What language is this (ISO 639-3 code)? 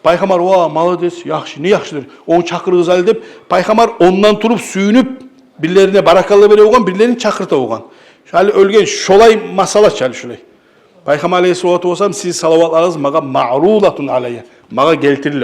kum